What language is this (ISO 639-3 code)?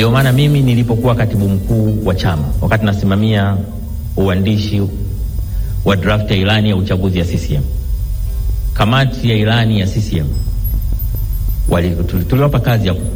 swa